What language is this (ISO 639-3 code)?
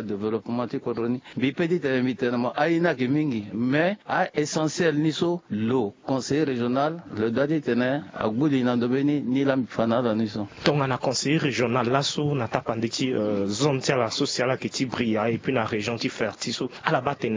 sag